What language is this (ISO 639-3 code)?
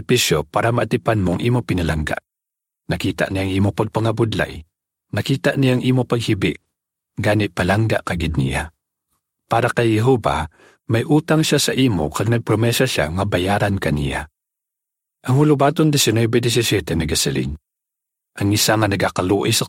hil